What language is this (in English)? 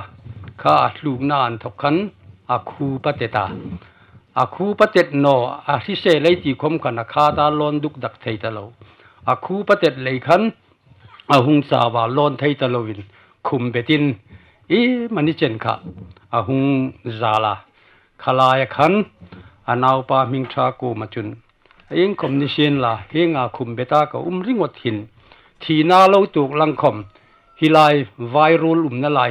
Hmar